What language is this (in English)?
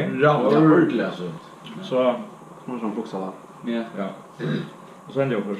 Faroese